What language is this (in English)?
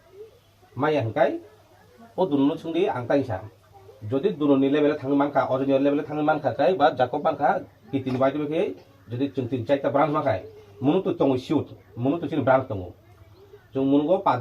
Riang (India)